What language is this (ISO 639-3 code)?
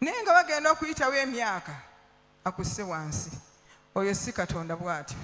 lug